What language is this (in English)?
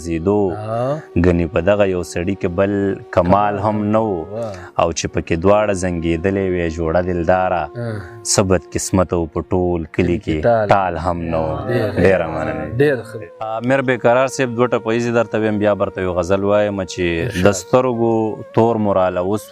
Pashto